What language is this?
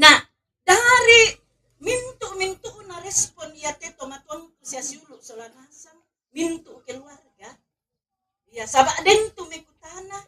Toraja-Sa'dan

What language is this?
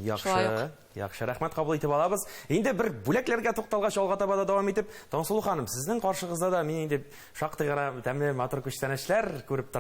Tatar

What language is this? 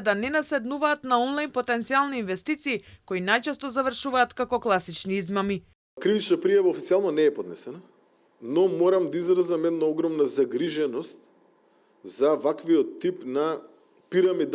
Macedonian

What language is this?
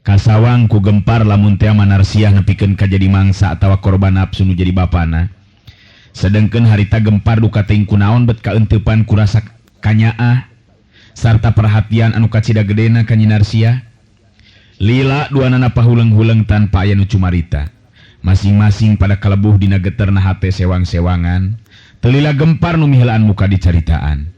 Sundanese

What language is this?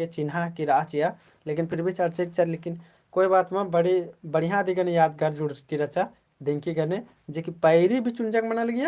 Kurukh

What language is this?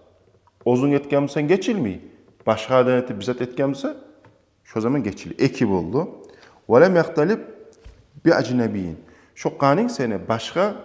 Kumyk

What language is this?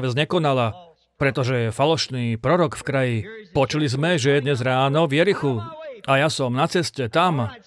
Slovak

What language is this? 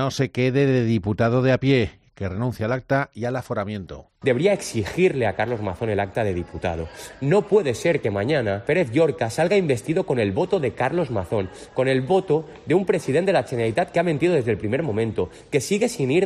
Spanish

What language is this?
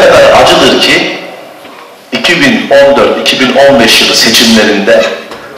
Turkish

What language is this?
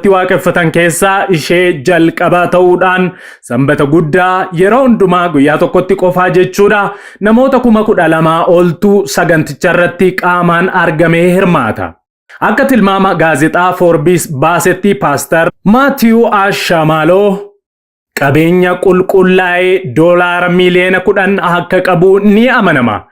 Oromo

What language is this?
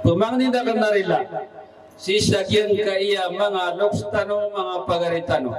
Maranao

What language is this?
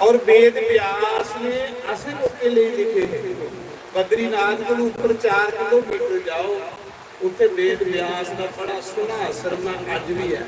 Dogri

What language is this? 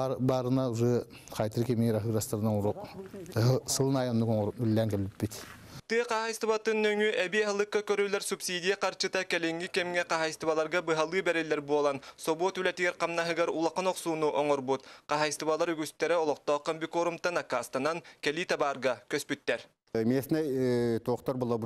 Yakut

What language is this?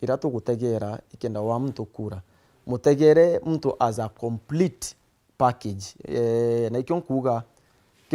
Meru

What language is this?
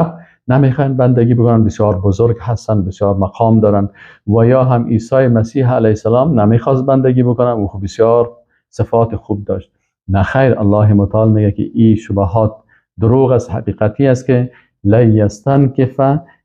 Persian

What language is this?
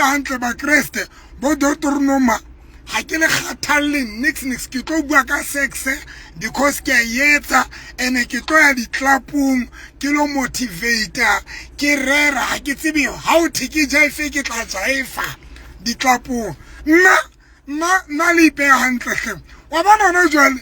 Southern Sotho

